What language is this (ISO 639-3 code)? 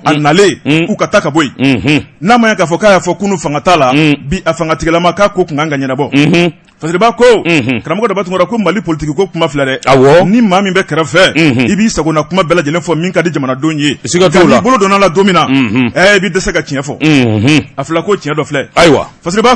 bam